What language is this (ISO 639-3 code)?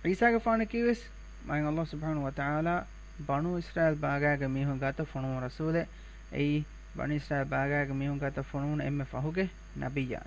div